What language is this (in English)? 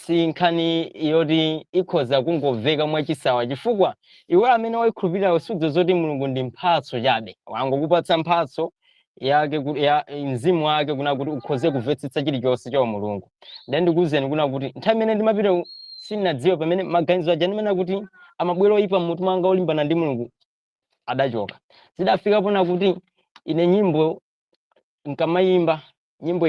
Nyanja